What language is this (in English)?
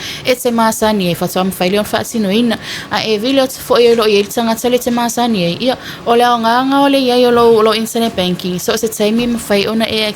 Samoan